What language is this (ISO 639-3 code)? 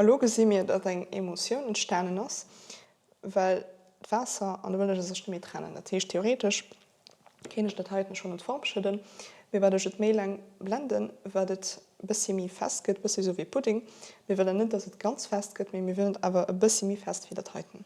ltz